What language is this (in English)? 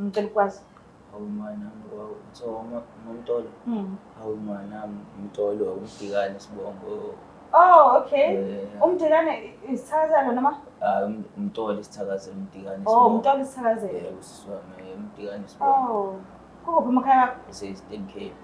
Zulu